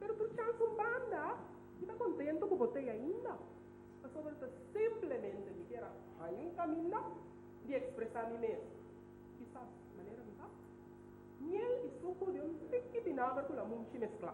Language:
Papiamento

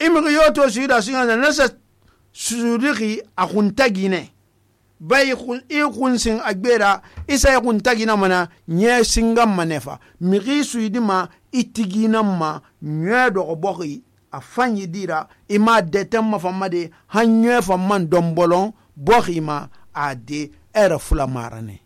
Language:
Susu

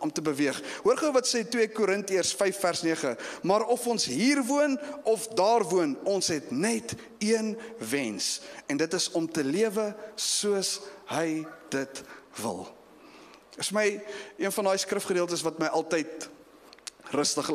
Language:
Afrikaans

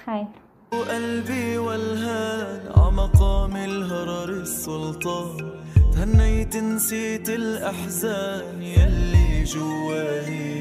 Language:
Tajik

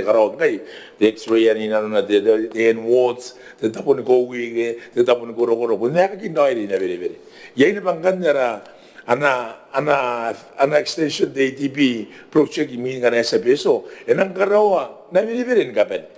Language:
Gilbertese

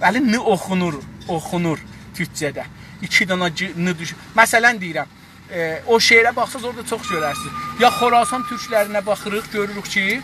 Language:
South Azerbaijani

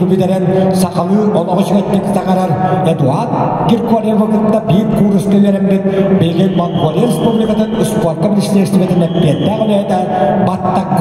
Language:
Yakut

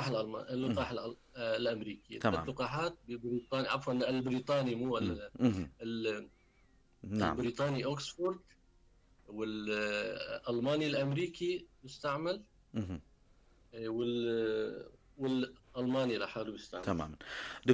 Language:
North Levantine Arabic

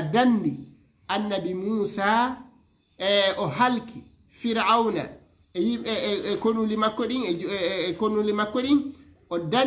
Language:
Fula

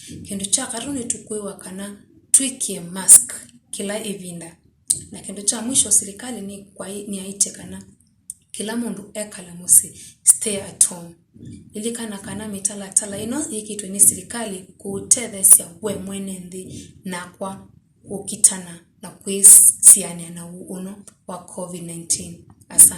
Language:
Kamba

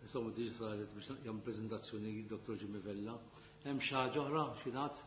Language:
Maltese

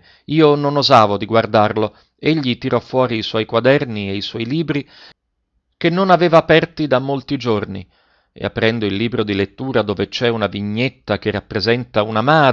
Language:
Italian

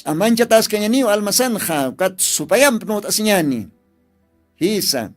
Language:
Aymara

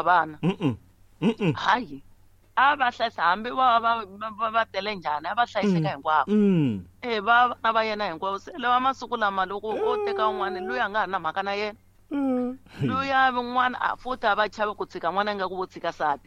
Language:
Tsonga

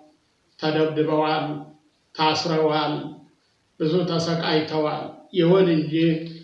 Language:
Amharic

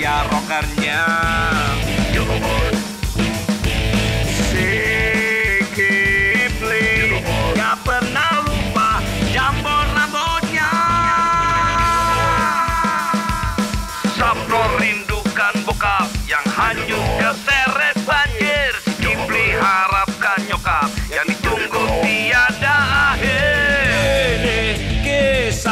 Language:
Indonesian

